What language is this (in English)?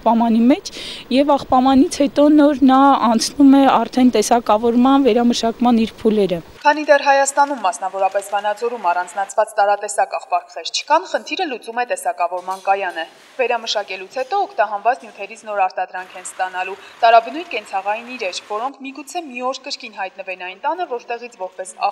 Armenian